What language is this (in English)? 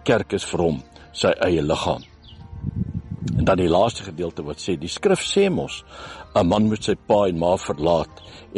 Afrikaans